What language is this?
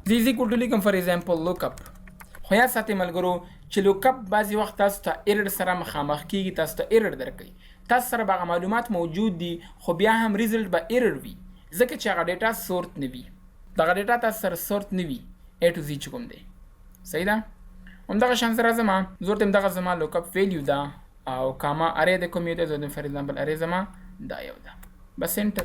Pashto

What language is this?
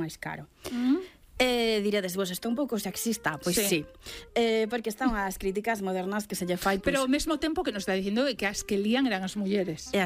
Galician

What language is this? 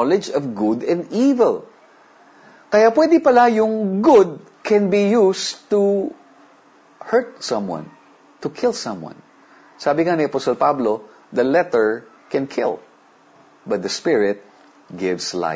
Filipino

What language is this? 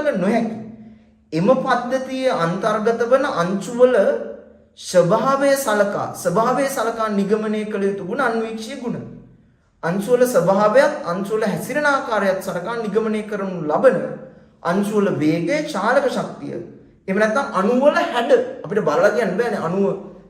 Sinhala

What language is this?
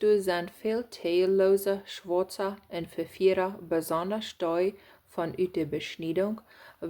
Plautdietsch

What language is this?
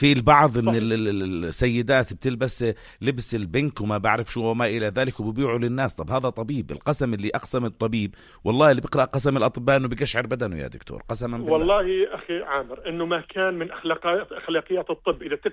North Levantine Arabic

